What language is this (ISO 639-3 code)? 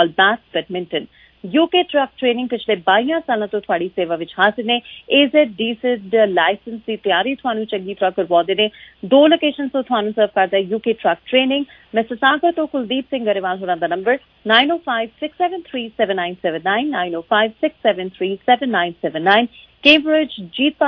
pan